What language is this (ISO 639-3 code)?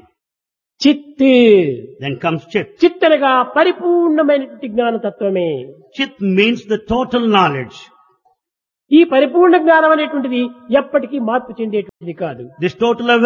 tel